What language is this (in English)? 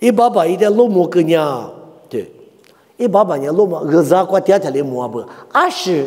Lisu